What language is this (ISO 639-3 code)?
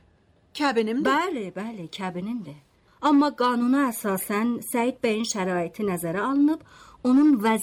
aze